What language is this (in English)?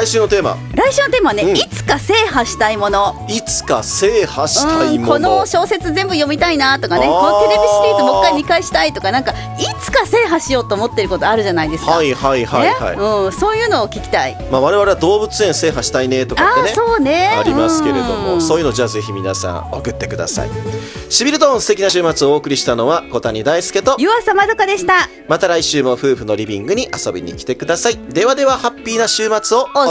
Japanese